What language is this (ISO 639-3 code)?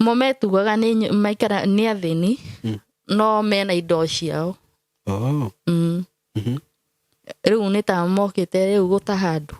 kik